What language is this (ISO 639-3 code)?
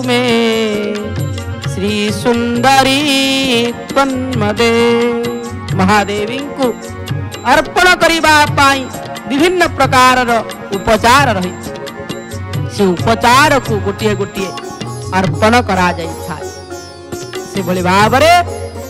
ori